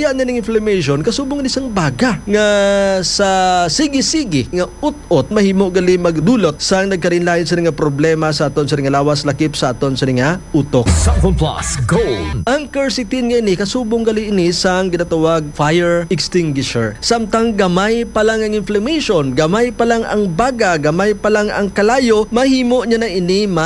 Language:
Hiligaynon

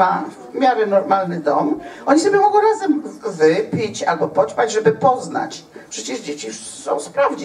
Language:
Polish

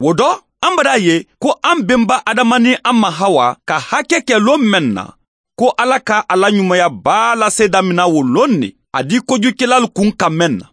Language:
Mandingo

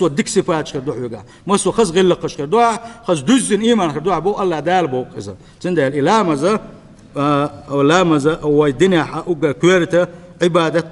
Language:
Chechen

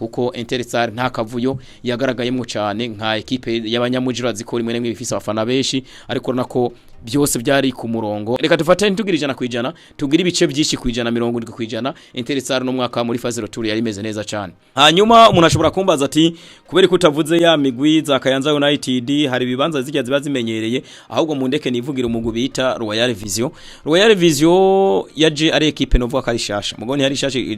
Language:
Rundi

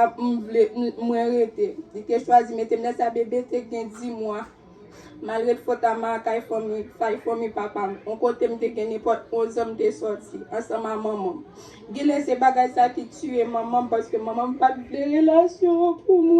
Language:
Haitian Creole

